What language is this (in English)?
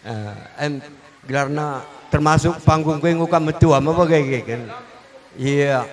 Batak Karo